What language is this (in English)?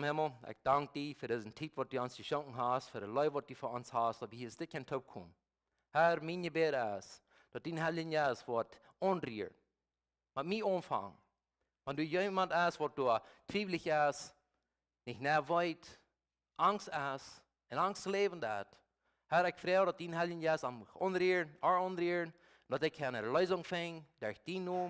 Plautdietsch